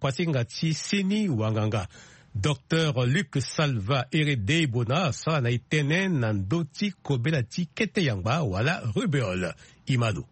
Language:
Sango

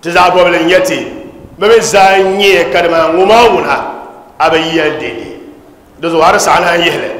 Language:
Dagbani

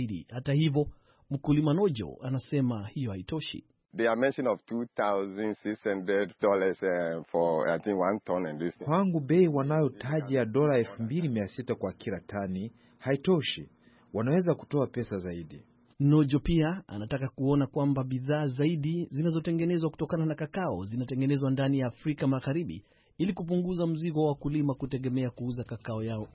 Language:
Swahili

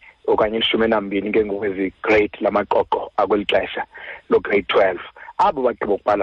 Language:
Xhosa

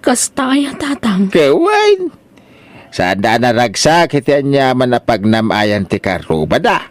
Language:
Iloko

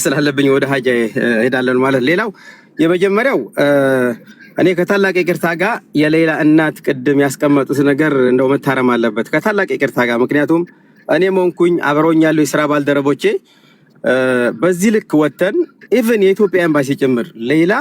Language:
Amharic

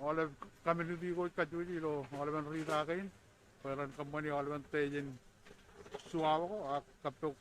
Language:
Marshallese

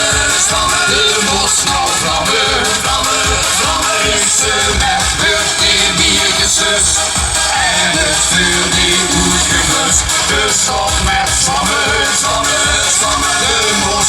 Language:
Limburgish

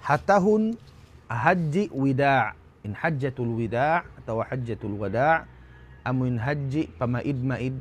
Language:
Tausug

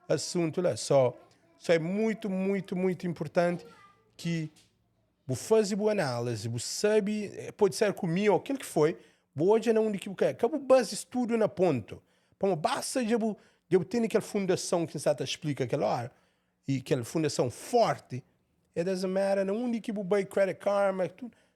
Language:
Kabuverdianu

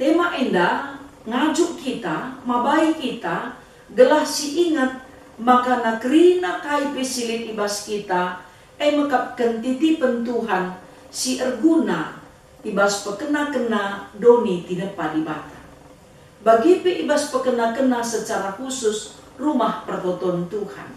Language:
Batak Karo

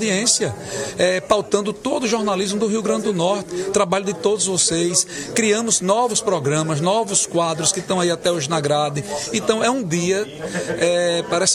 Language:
Portuguese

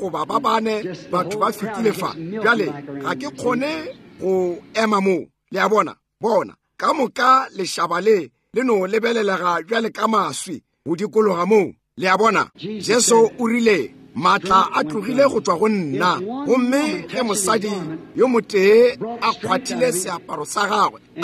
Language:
Northern Sotho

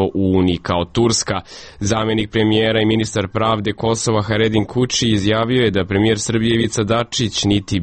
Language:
Serbian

